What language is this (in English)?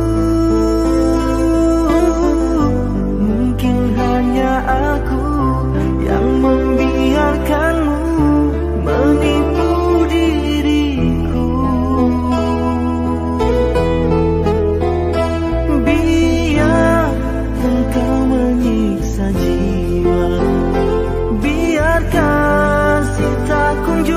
Indonesian